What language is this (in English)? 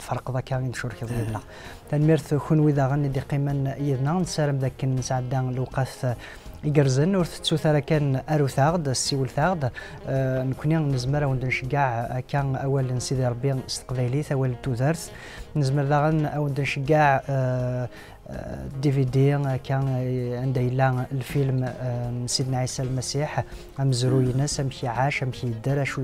Kabyle